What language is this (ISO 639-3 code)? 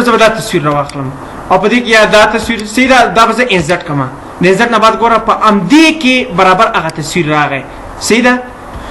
pus